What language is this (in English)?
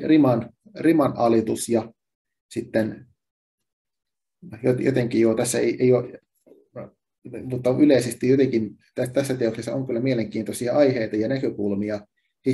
Finnish